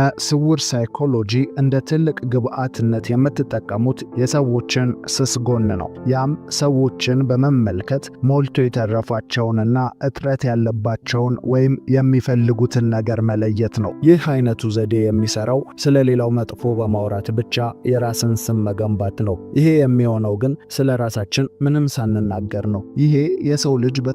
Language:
Amharic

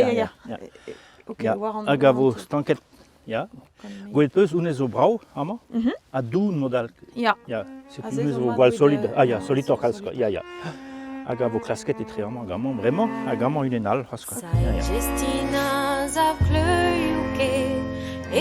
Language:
Breton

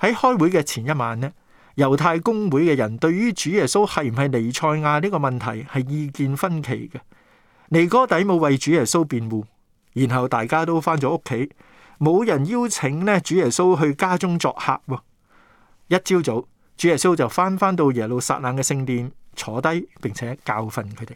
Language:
Cantonese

